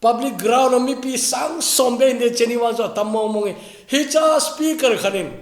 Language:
Thado Chin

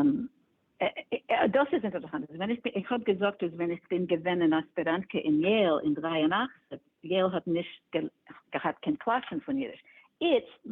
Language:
Yiddish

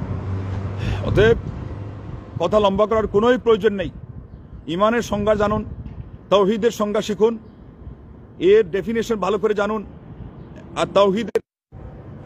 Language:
Bangla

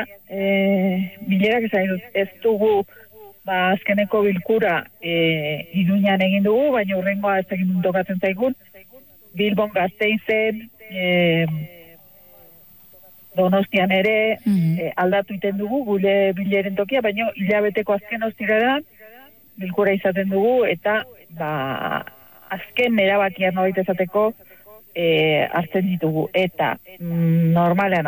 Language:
Basque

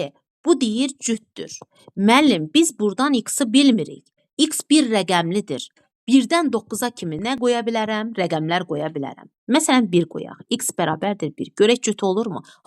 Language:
Azerbaijani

